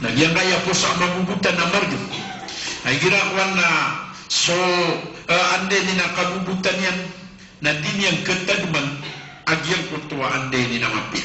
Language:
Maranao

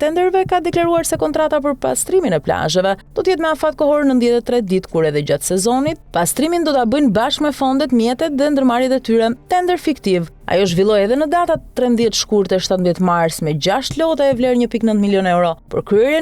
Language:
Albanian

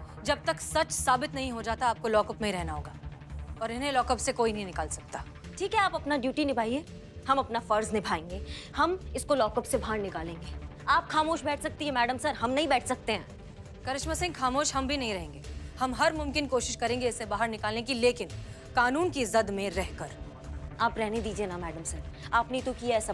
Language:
Hindi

